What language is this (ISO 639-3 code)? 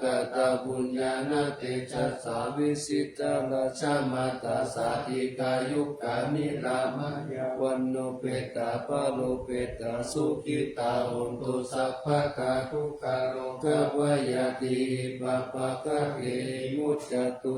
pli